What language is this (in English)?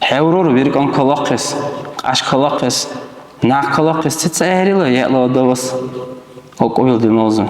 Dargwa